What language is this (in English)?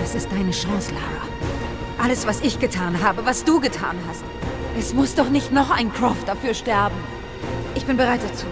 Swiss German